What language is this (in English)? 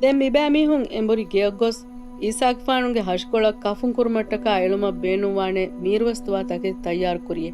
Divehi